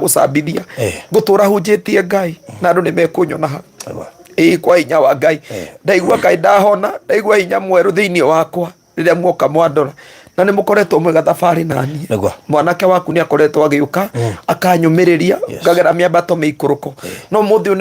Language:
Kikuyu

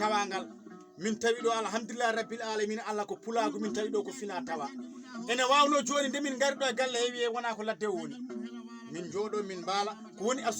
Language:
Fula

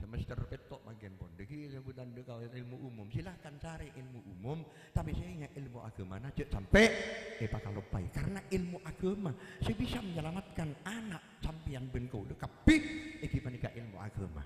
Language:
Madurese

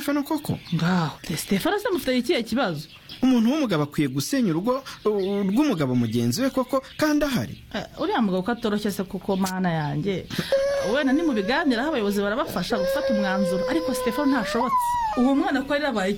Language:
Kinyarwanda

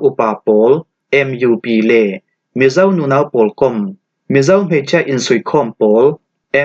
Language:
Falam Chin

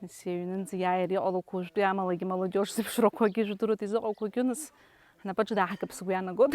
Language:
Abkhazian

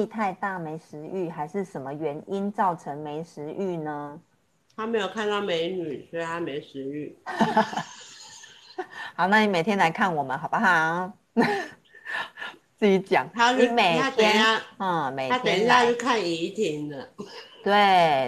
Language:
Chinese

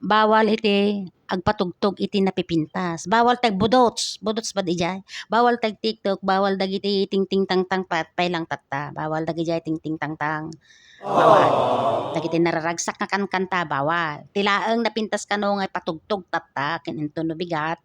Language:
Iloko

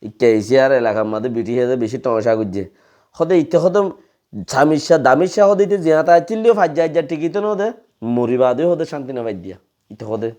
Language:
Rohingya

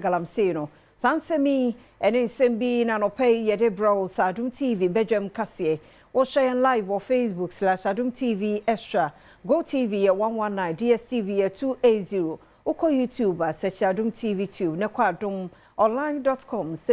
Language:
Akan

